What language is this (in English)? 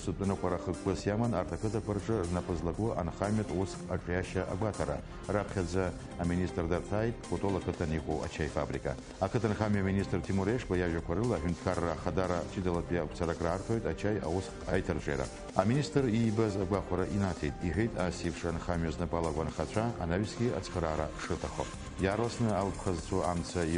Abkhazian